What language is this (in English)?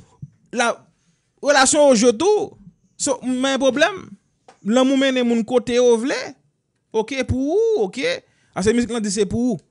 Haitian Creole